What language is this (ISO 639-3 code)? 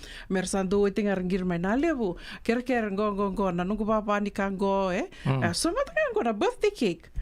fij